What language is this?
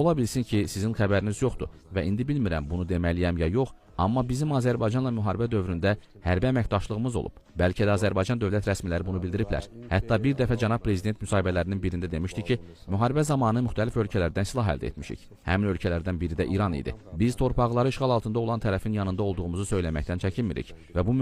Azerbaijani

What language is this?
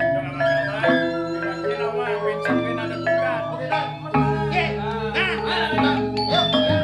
Balinese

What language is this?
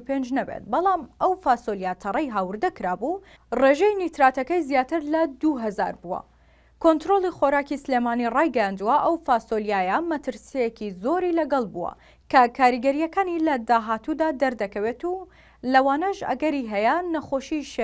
Central Kurdish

